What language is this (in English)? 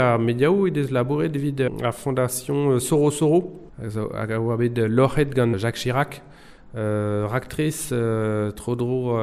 Breton